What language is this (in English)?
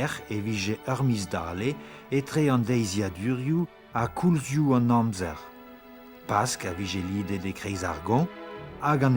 Breton